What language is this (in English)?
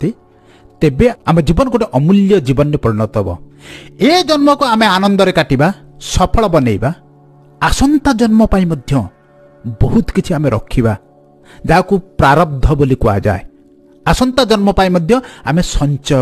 Odia